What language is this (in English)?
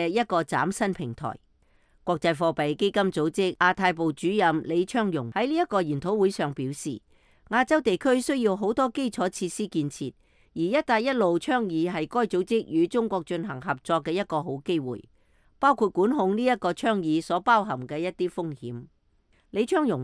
Cantonese